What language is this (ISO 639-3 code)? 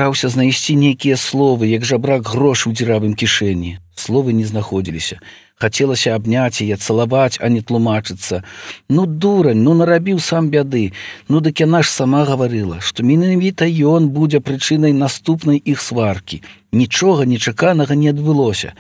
bel